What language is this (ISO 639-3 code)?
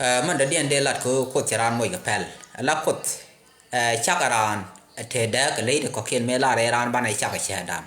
nus